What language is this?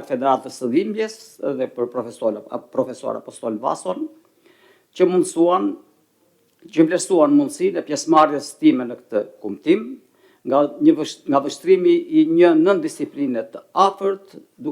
Albanian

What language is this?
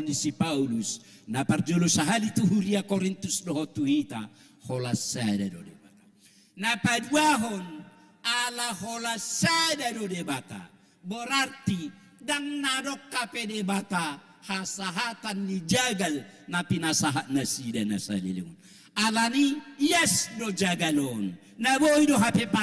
Batak Toba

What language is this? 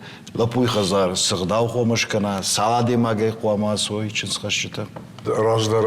Ossetic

